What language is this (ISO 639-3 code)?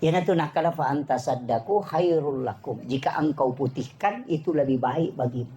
bug